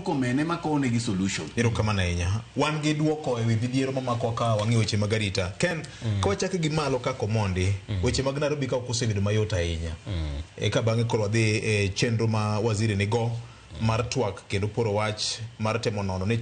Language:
Luo (Kenya and Tanzania)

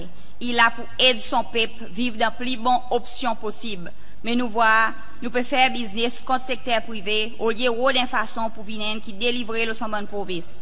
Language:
Seselwa Creole French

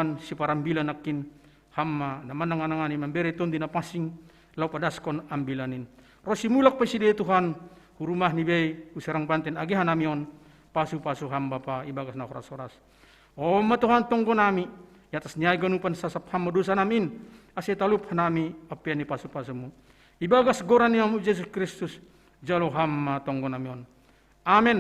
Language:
Batak Simalungun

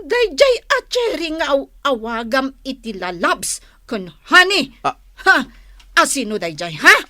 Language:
Iloko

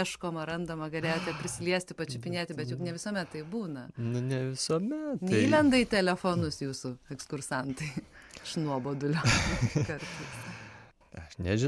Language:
Lithuanian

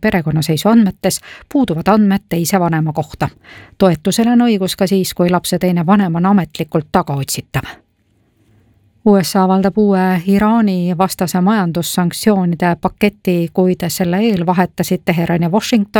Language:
Estonian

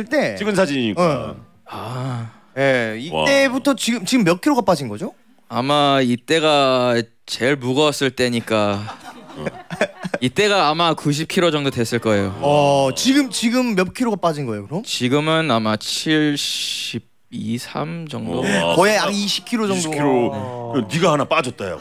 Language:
Korean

